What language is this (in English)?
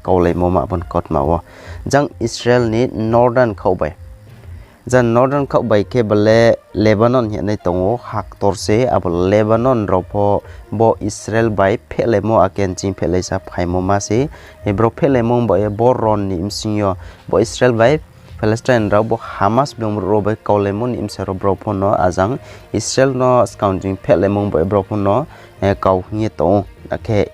Riang (India)